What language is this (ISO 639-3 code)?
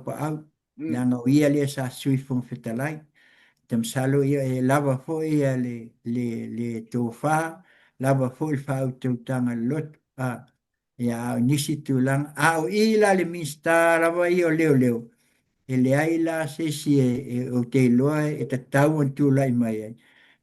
smo